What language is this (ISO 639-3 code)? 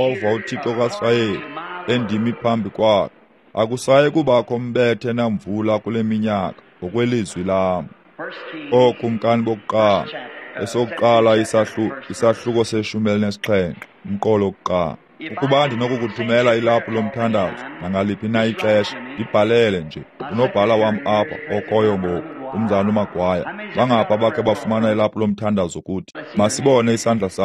xho